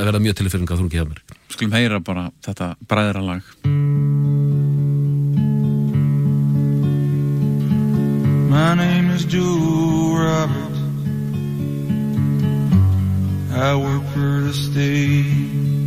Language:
Icelandic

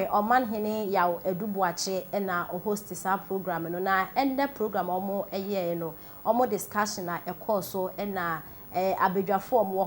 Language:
Akan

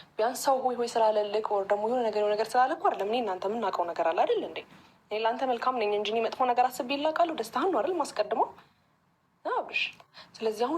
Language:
Amharic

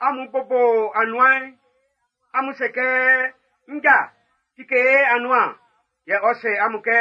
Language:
Baoulé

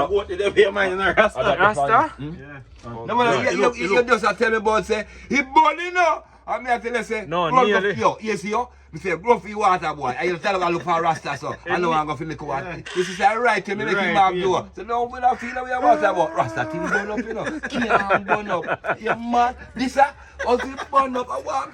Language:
Jamaican Creole English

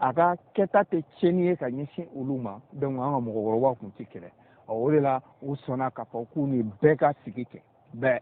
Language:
Bambara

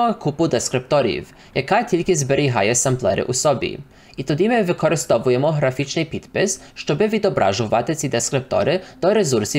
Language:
Ukrainian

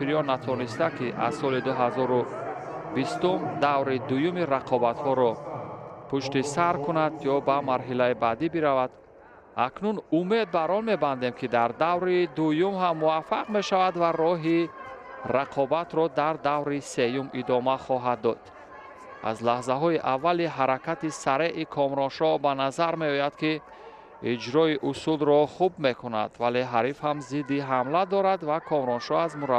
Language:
Tajik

